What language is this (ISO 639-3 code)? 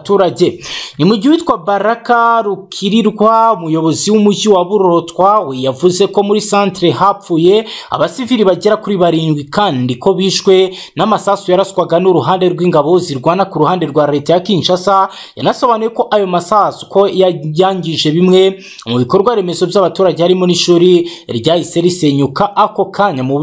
kin